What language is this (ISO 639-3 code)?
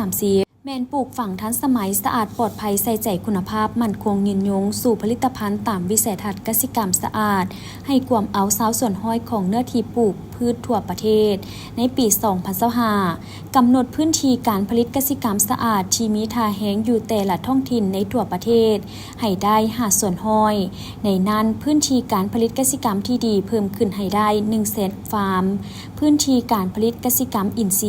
lao